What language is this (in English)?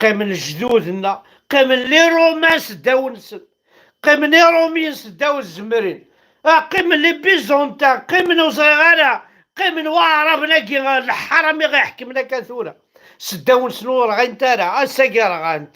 Kabyle